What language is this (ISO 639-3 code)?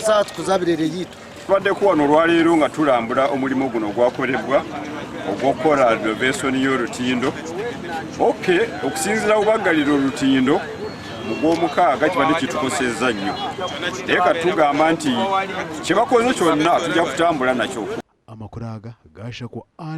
nyn